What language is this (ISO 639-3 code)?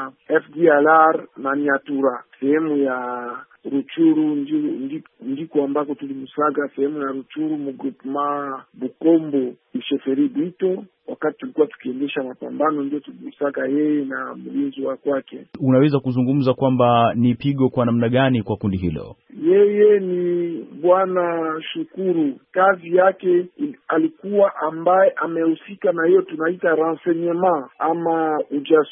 swa